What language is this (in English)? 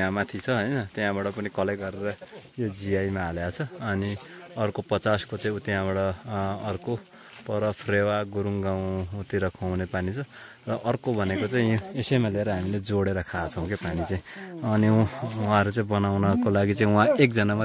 Nepali